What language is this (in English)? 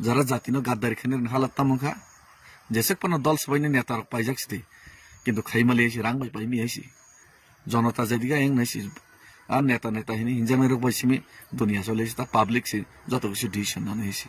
Kok Borok